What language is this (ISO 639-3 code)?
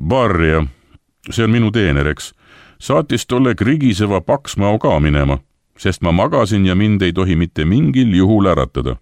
est